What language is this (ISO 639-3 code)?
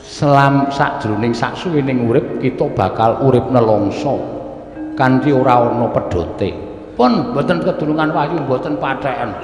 jav